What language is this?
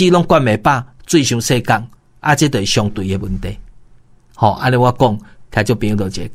Min Nan Chinese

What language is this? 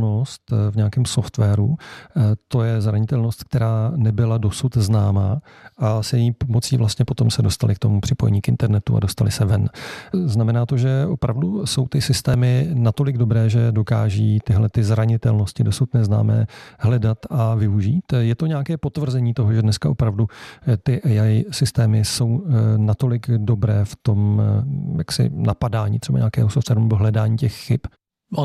Czech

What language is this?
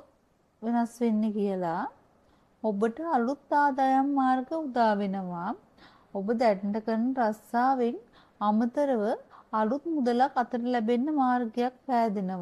Sinhala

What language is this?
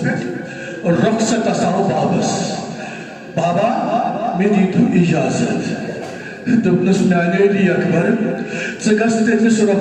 Kashmiri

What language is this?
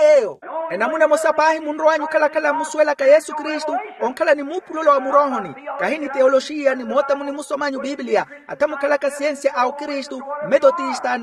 Makhuwa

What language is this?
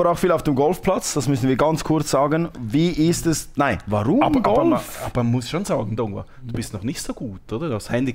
German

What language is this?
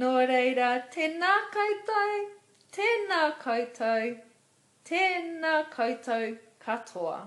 Māori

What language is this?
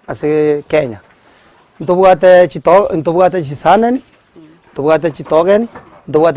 Gusii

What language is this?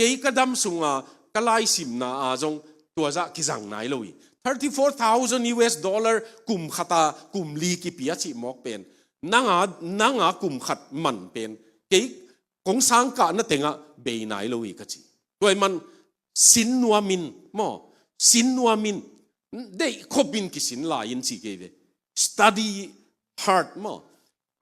Tedim Chin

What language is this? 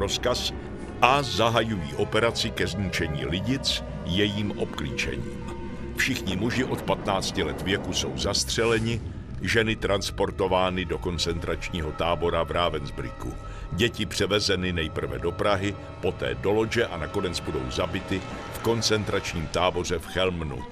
Czech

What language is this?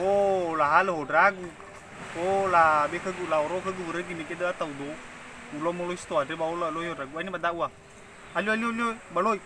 Nias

